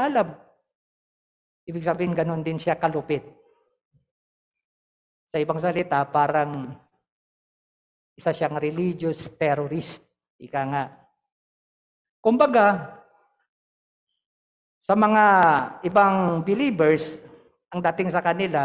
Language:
Filipino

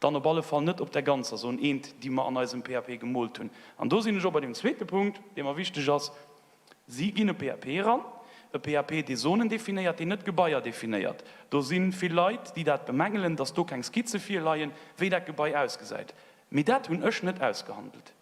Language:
Luxembourgish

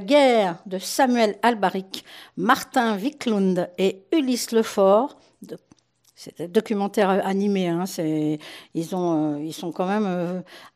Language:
French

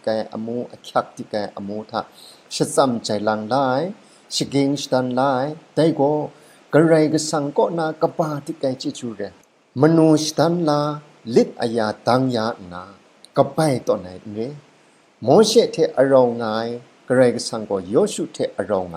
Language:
Kachin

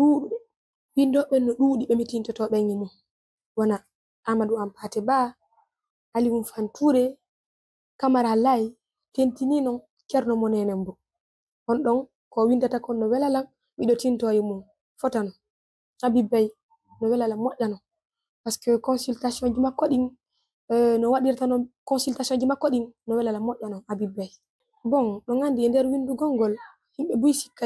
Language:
Fula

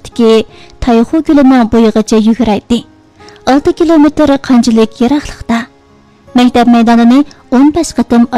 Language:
Uyghur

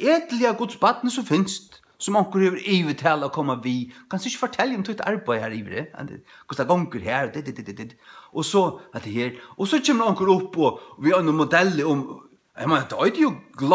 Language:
Faroese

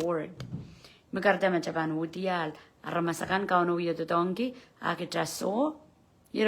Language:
Pohnpeian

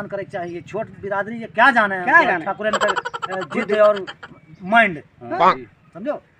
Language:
Awadhi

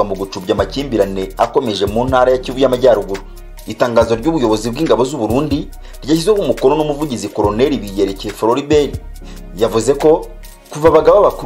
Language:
Kinyarwanda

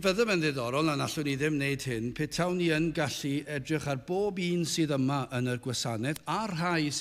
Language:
Welsh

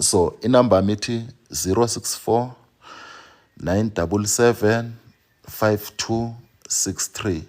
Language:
Zulu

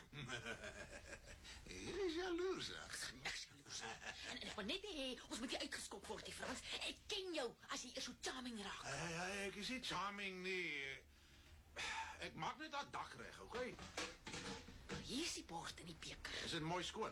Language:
Afrikaans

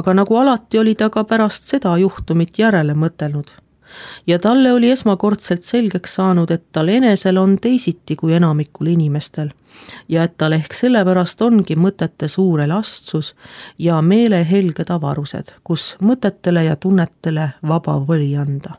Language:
Estonian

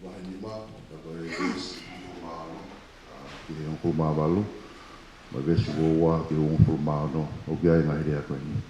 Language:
Tongan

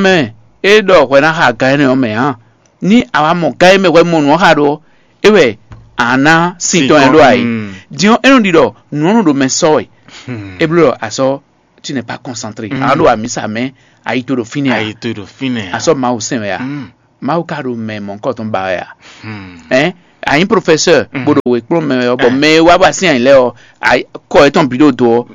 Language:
Fon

